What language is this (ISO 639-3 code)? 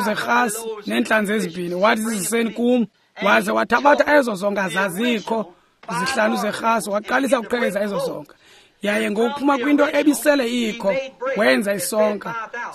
xho